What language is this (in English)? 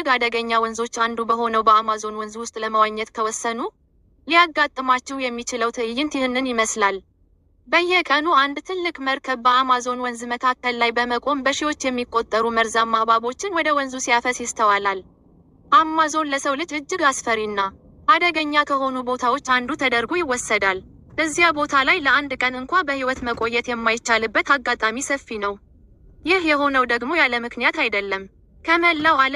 Amharic